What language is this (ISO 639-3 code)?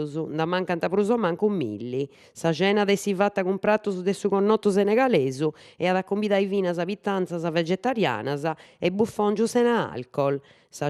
srd